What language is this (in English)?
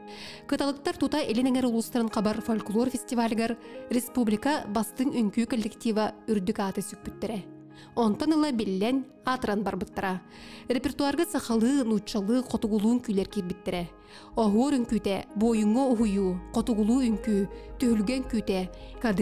Yakut